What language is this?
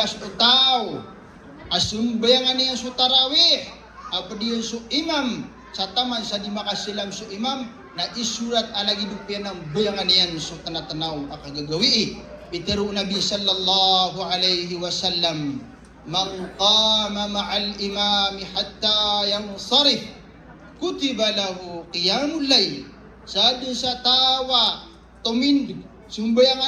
Maranao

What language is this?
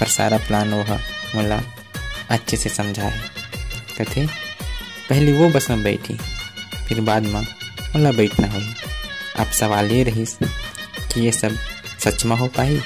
Chhattisgarhi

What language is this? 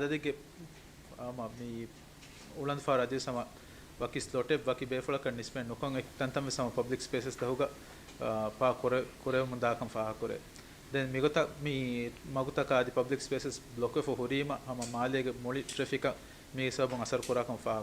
Divehi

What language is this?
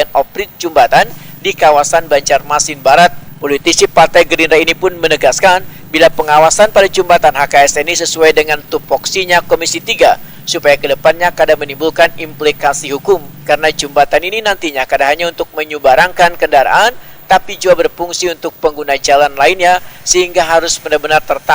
Banjar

